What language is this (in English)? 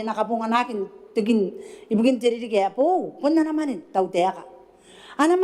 Gilbertese